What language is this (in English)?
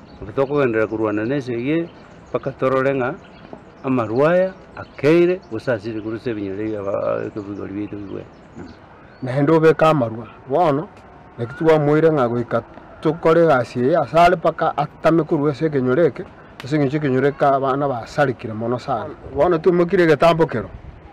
Gusii